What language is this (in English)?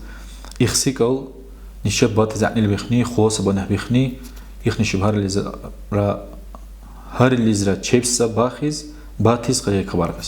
Dargwa